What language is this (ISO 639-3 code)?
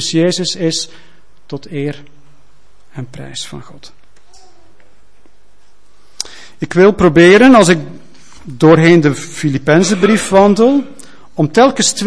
nld